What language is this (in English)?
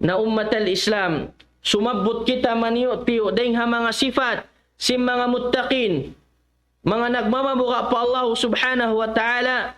Tausug